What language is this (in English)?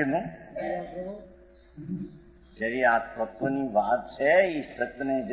Gujarati